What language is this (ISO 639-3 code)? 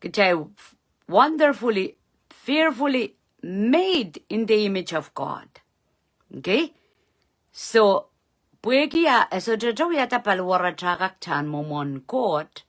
pon